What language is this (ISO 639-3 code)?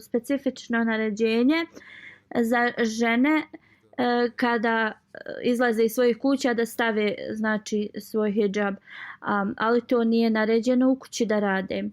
bos